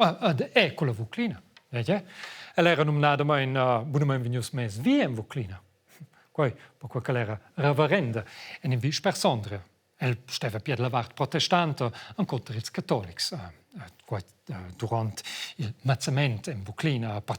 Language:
Romansh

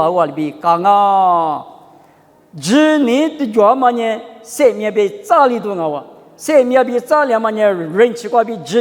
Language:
Lisu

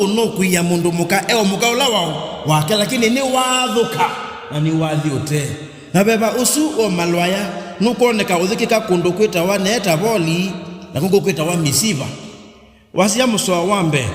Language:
Kamba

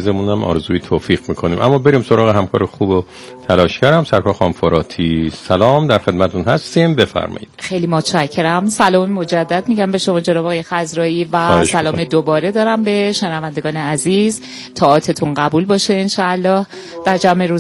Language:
Persian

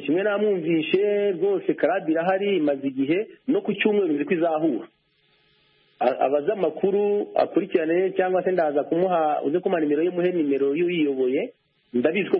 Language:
Kinyarwanda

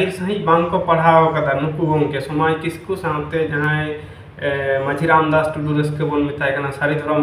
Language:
Santali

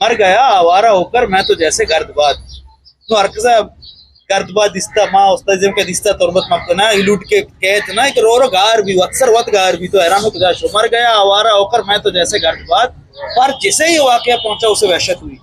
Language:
Eastern Balochi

